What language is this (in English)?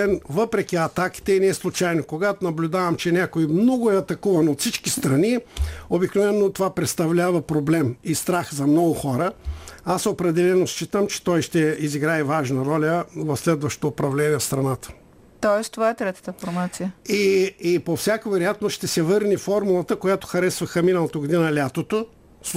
Bulgarian